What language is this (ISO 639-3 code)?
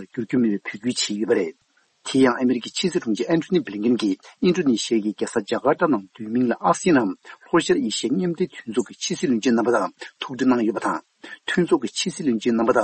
bod